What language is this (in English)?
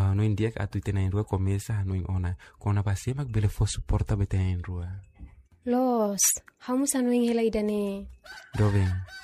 Tetum